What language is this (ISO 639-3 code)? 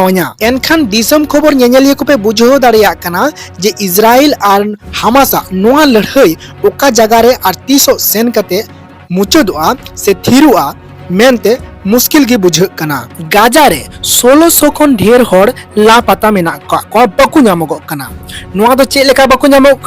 sat